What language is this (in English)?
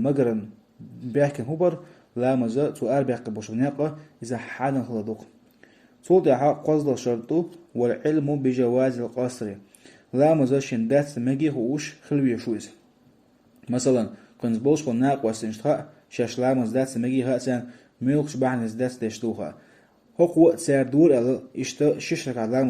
Chechen